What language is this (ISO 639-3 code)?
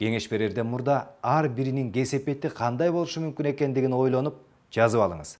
kir